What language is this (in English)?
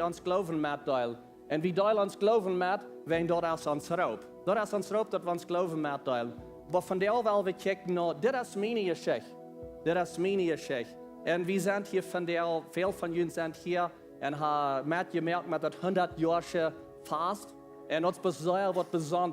Plautdietsch